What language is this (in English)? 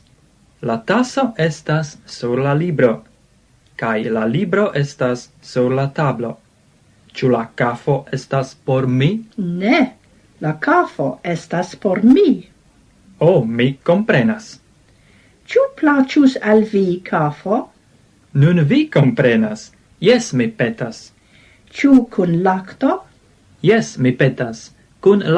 Esperanto